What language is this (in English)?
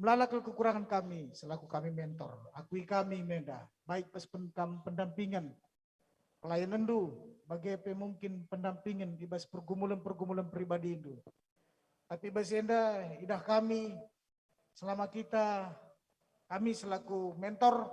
Batak Karo